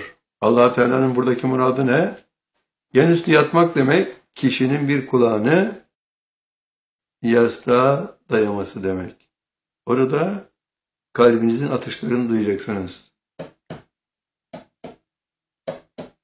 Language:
Turkish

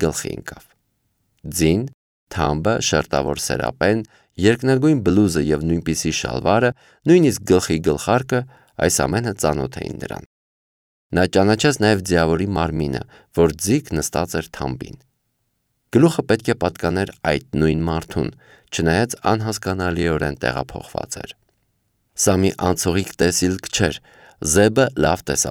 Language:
Armenian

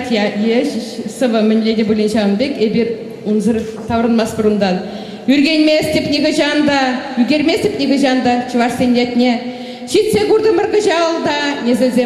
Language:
Chuvash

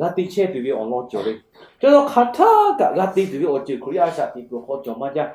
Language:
Lahu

